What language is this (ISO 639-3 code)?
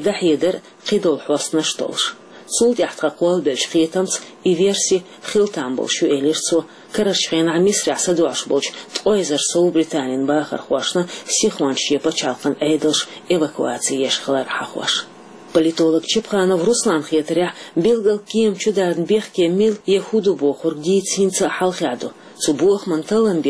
che